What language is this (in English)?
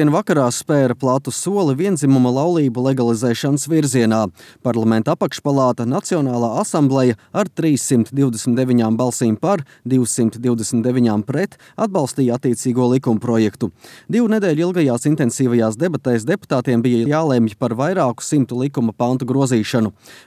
Latvian